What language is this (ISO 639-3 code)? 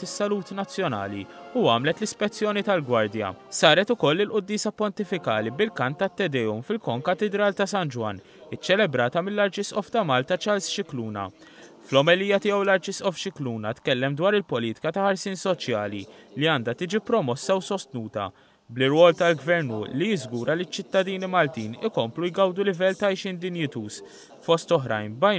mlt